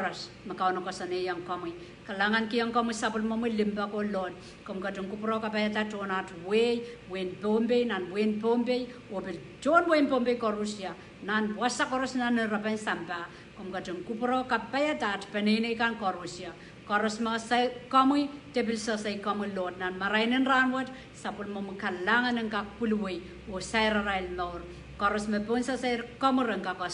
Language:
Pohnpeian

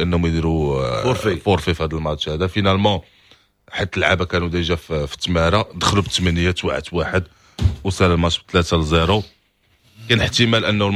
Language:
Moroccan Arabic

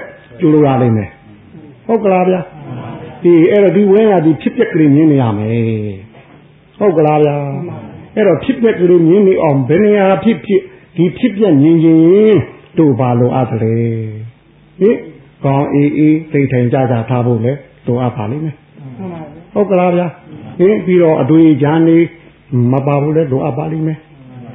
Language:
Burmese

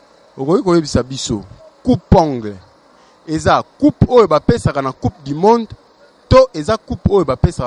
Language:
Lingala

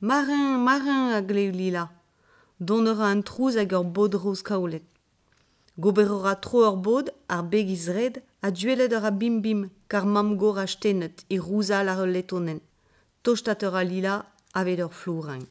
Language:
Breton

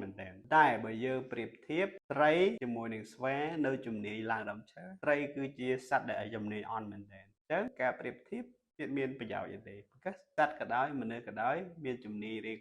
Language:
Khmer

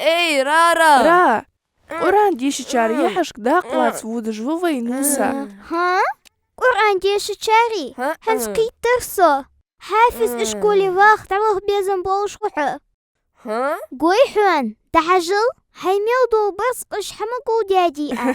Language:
Ingush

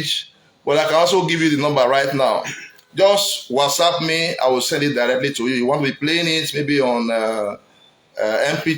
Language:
Nigerian Pidgin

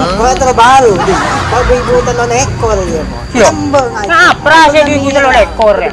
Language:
Madurese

